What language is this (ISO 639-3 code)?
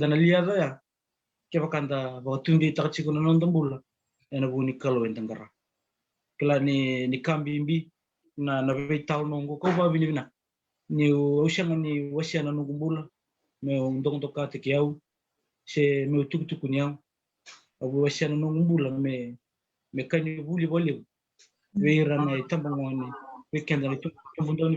fij